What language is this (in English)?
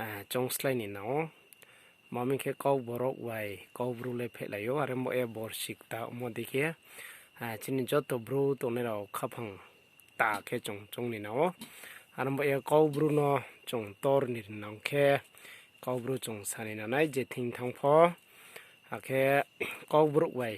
Riang (India)